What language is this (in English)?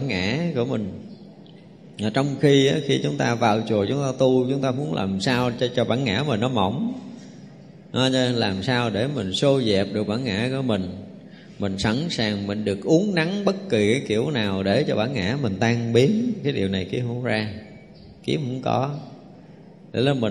Vietnamese